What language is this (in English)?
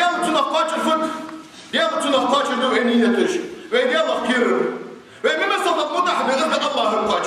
Ingush